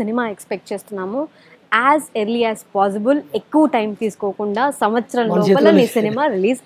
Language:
Telugu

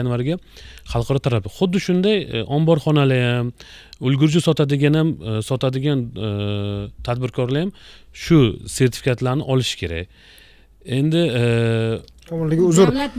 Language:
Uzbek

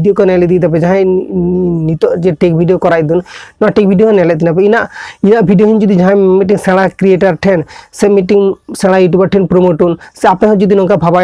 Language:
Santali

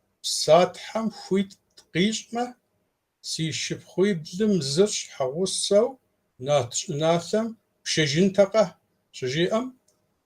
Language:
Kabardian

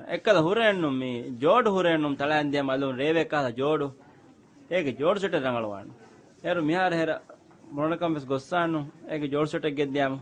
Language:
Divehi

